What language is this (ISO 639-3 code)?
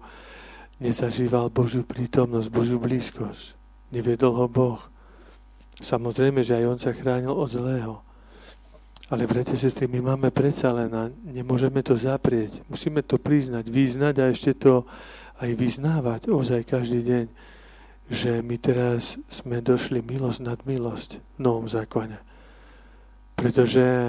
slk